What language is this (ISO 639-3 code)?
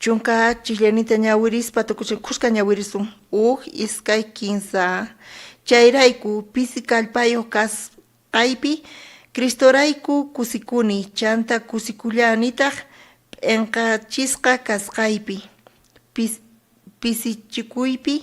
quh